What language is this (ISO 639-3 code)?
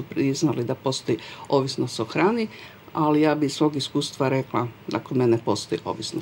hrv